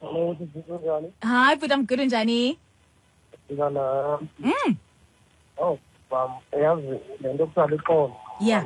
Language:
Xhosa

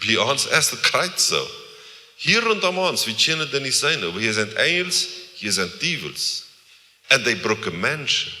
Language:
Plautdietsch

